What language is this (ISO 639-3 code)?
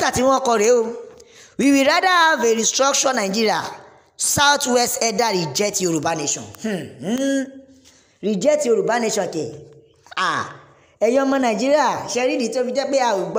yor